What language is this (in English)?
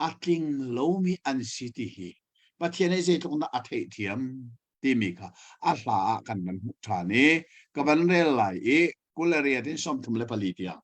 Hakha Chin